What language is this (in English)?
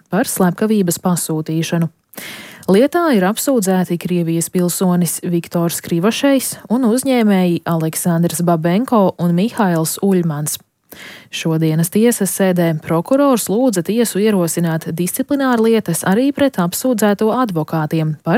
Latvian